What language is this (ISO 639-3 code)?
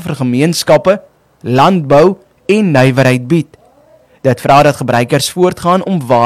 afr